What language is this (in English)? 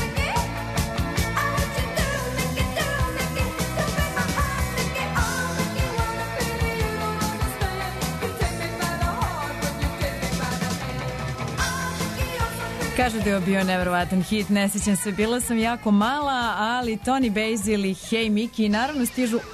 Serbian